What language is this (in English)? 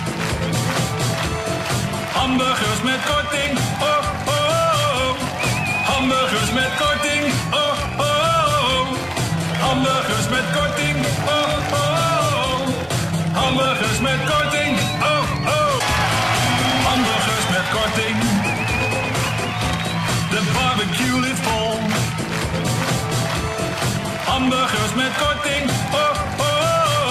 Dutch